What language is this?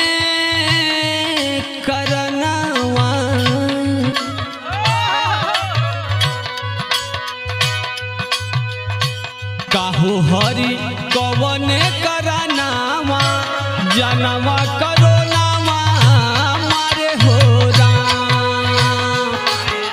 Bhojpuri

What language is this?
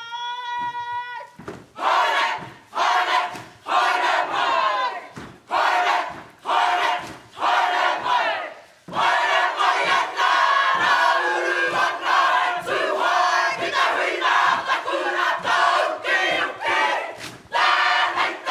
Māori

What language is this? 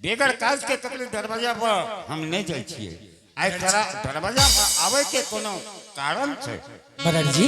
Angika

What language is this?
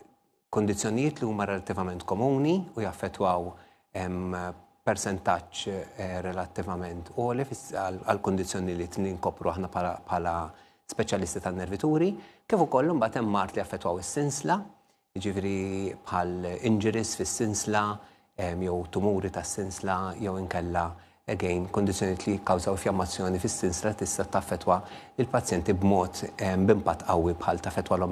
Maltese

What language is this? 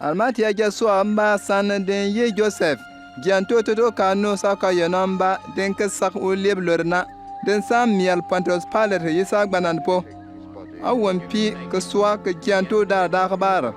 Bimoba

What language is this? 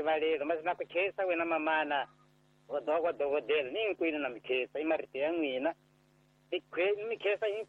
Tsonga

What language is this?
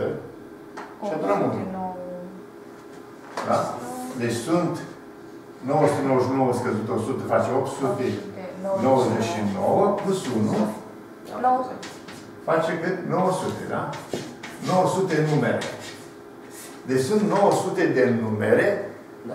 Romanian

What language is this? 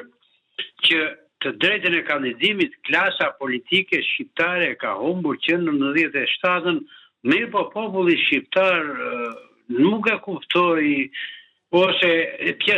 Albanian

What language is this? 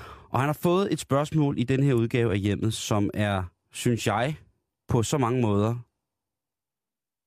Danish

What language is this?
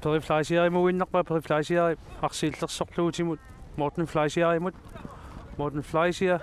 Kalaallisut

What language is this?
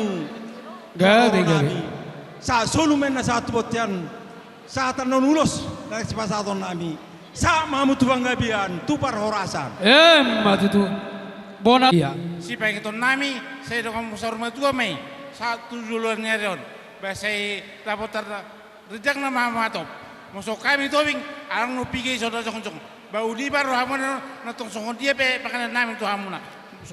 Batak Toba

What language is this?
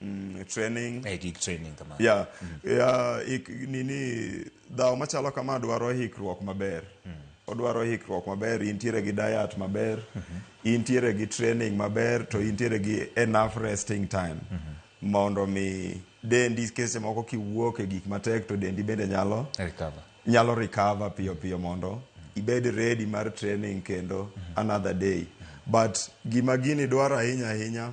Luo (Kenya and Tanzania)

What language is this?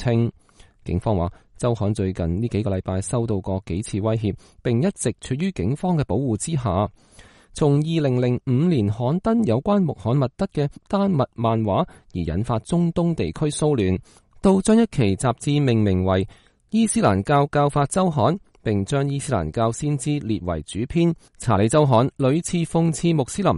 Cantonese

